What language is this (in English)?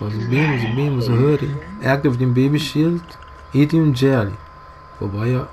Papiamento